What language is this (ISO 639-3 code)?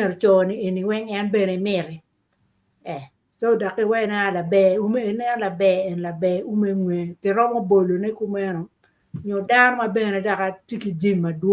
ach